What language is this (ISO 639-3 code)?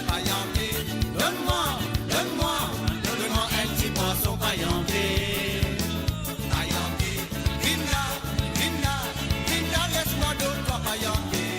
mfe